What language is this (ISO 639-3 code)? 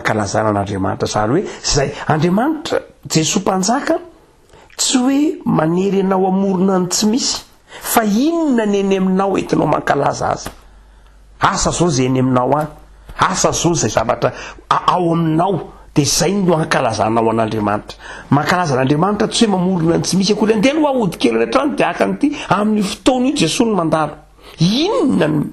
mlg